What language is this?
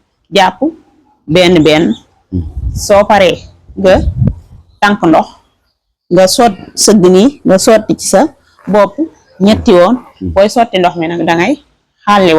Wolof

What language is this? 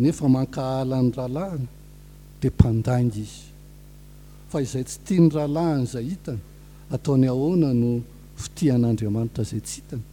Malagasy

